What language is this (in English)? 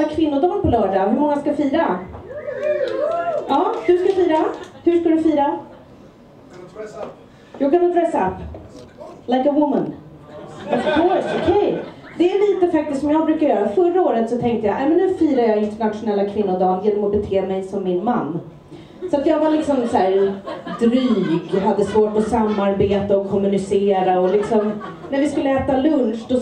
Swedish